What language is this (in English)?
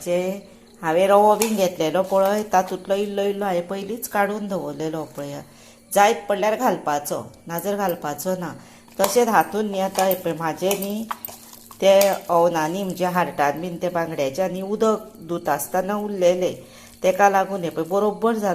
Konkani